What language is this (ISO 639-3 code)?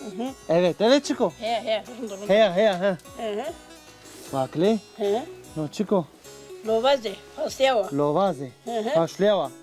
zza